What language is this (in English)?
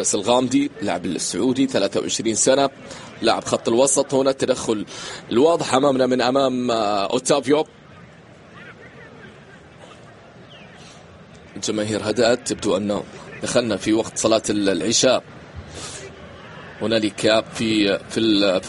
Arabic